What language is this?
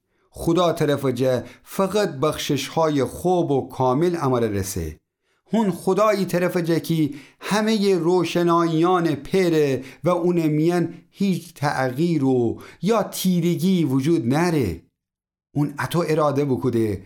Gilaki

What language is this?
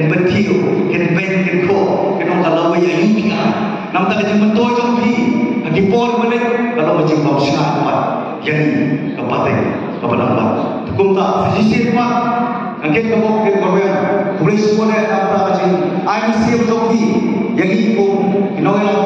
Khasi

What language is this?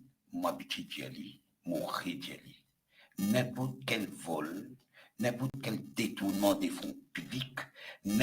Morisyen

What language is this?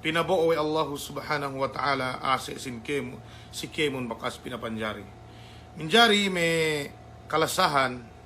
Yakan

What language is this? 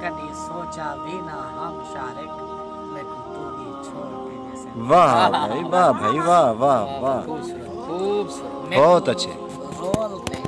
Saraiki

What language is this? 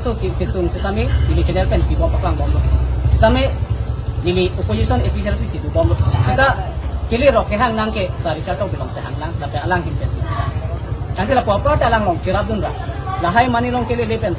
Karbi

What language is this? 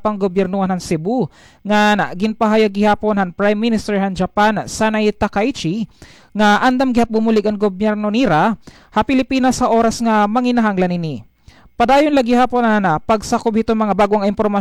Waray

